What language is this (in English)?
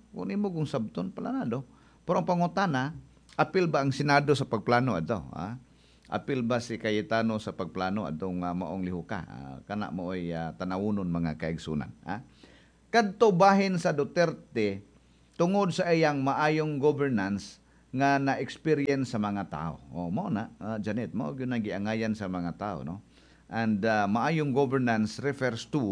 Cebuano